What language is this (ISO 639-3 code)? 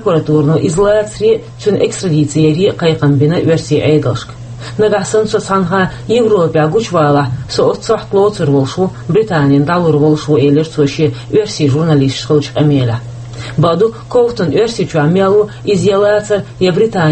che